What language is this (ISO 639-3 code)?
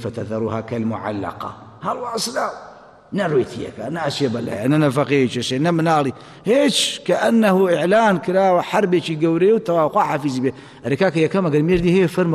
ckb